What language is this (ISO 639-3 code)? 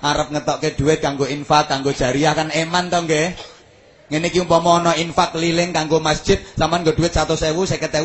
jav